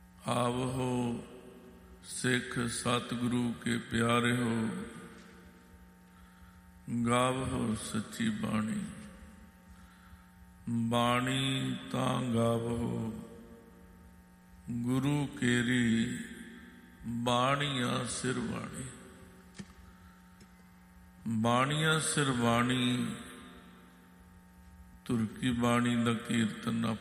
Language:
Punjabi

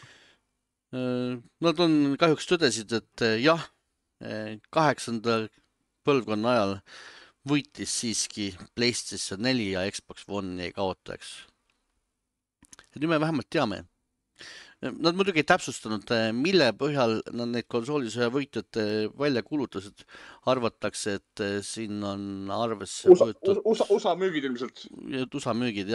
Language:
Estonian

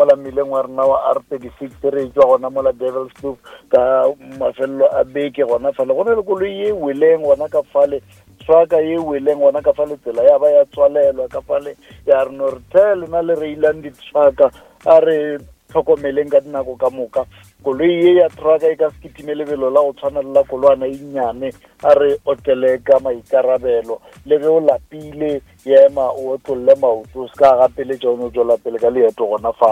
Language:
Northern Sotho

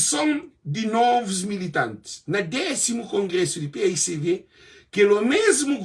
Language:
Kabuverdianu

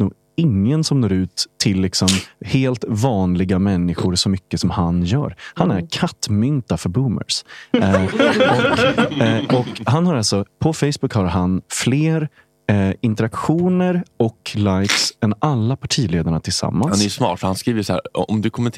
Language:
Swedish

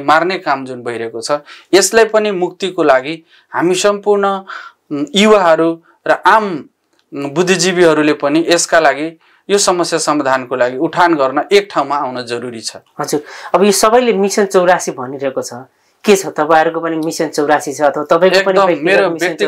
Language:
Nepali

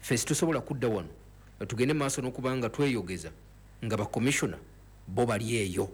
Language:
Ganda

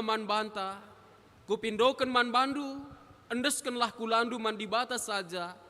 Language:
Batak Karo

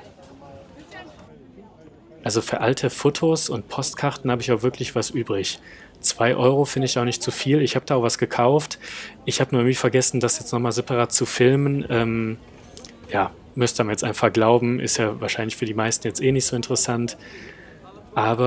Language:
German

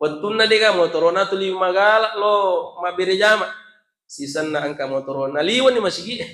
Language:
Buginese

